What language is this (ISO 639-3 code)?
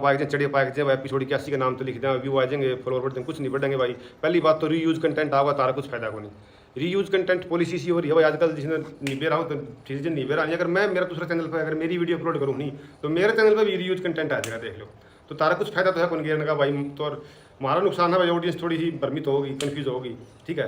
bgc